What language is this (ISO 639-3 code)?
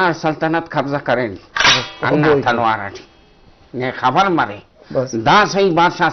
brh